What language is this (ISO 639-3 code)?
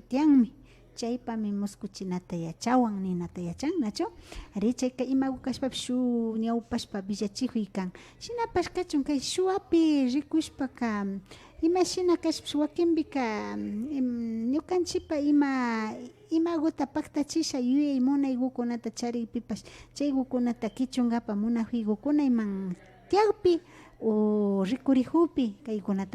qvi